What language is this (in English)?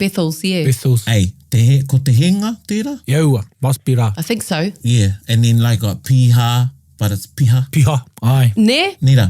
Māori